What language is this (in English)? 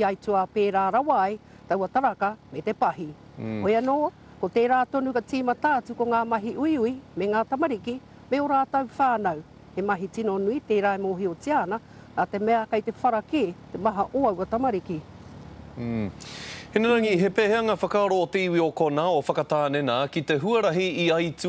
Māori